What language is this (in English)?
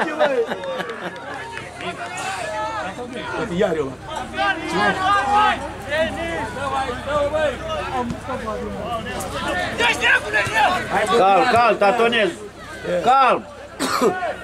Romanian